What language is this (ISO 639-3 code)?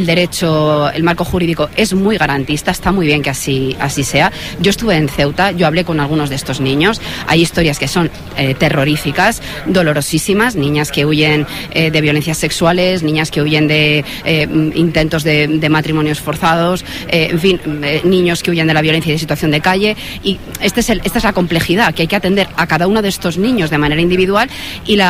spa